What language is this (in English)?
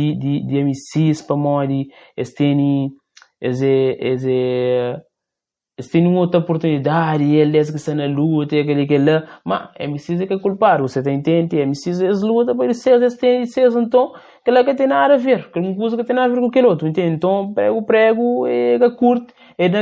Kabuverdianu